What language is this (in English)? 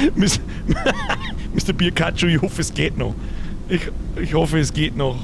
Bavarian